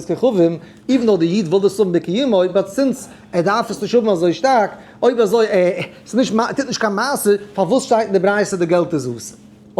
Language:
Yiddish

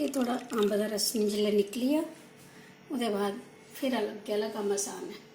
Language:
Dogri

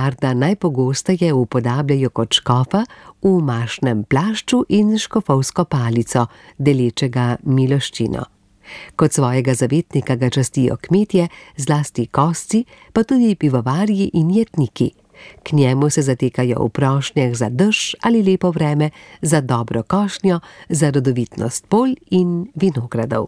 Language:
Slovenian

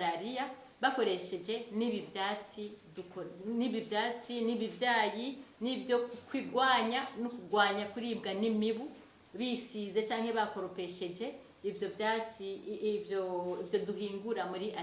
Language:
Rundi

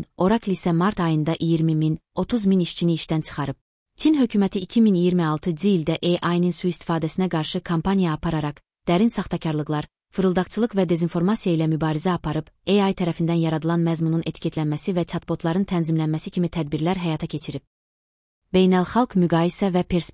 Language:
Azerbaijani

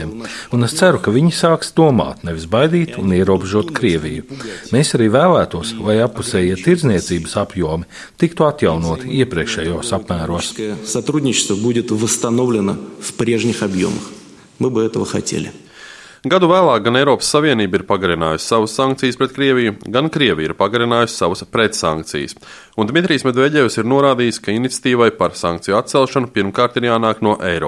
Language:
Latvian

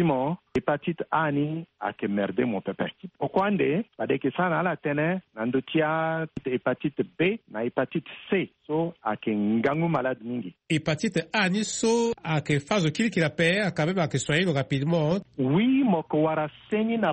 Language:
Sango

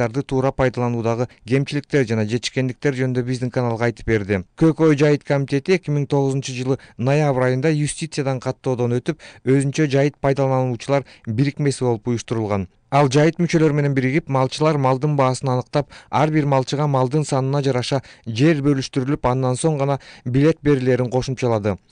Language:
Kyrgyz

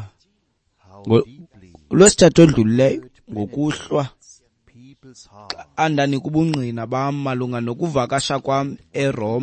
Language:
Xhosa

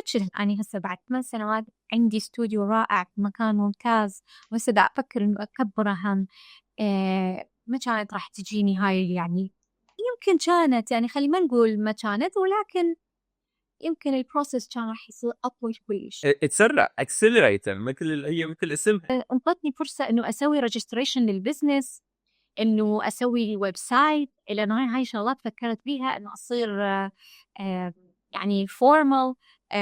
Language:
Mesopotamian Arabic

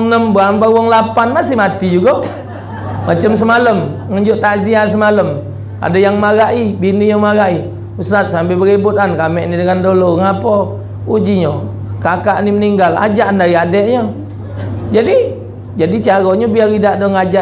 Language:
Musi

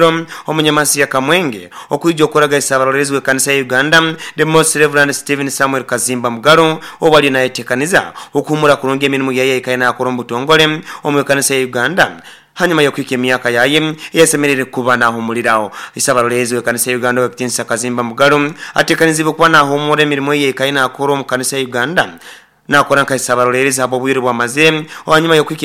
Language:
Nyoro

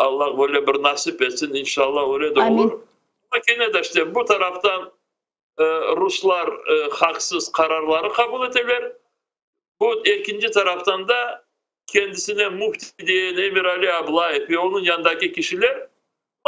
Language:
Crimean Tatar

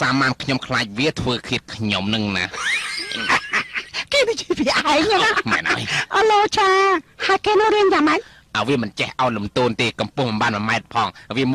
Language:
Khmer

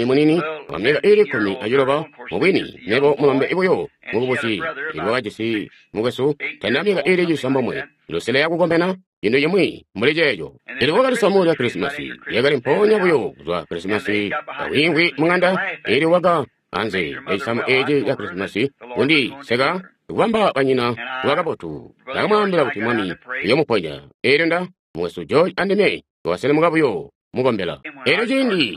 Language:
Tonga (Zambia)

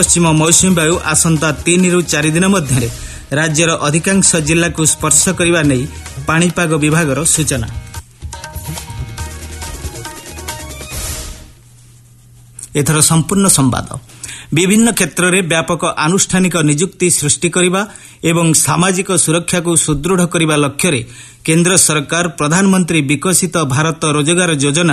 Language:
Odia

